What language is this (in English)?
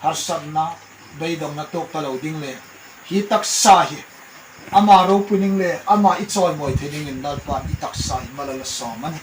Hmar